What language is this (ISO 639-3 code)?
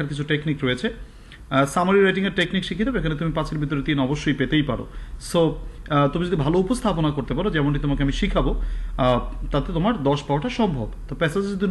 ben